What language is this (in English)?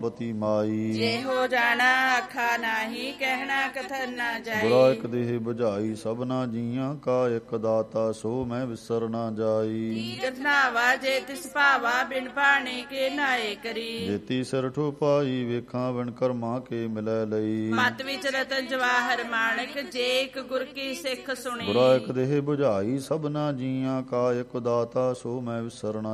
Punjabi